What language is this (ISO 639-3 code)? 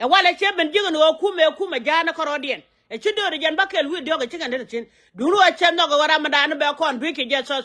nus